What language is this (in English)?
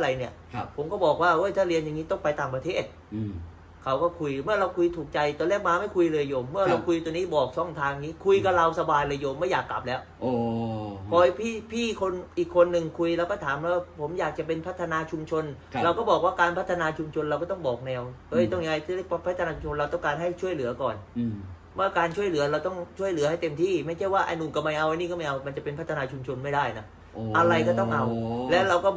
Thai